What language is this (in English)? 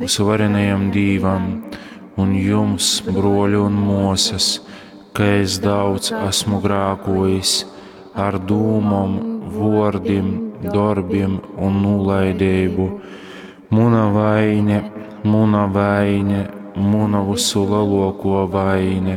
Latgalian